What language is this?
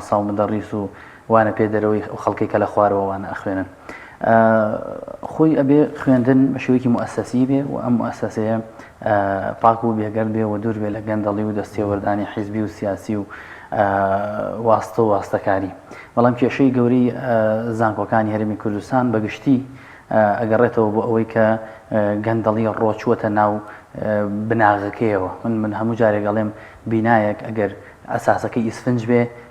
Central Kurdish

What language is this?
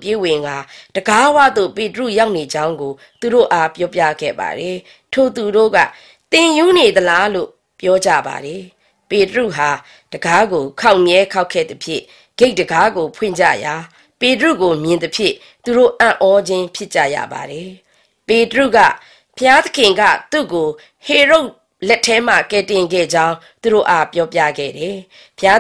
Burmese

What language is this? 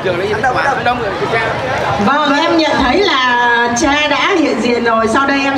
Vietnamese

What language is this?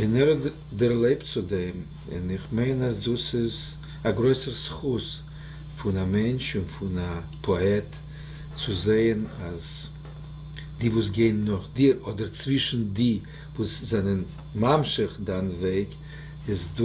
Yiddish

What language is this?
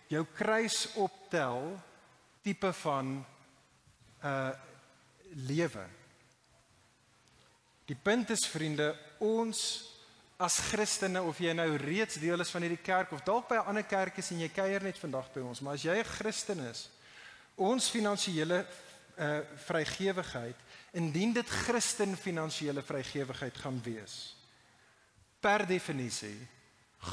Afrikaans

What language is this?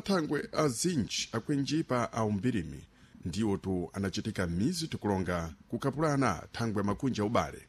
Sena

